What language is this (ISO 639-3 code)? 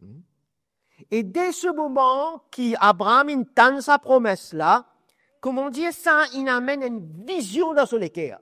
mfe